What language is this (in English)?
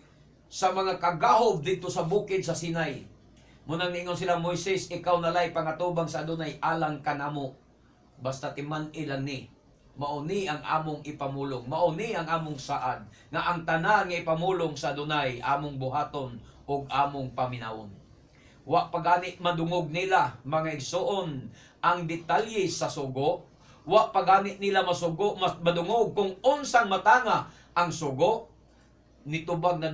Cebuano